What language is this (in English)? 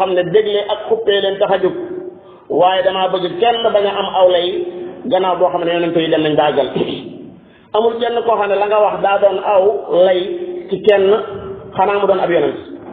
Wolof